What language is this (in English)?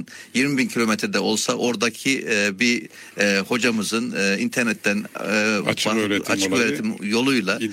Turkish